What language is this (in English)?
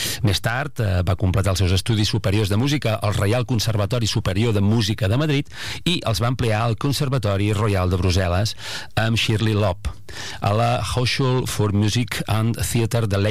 Catalan